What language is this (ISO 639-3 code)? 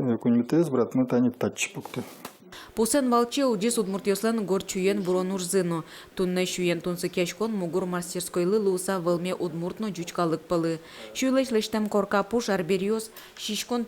udm